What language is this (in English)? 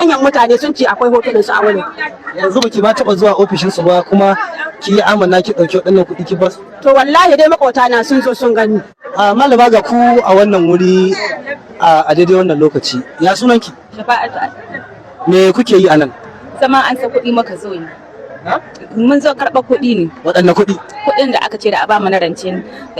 Hausa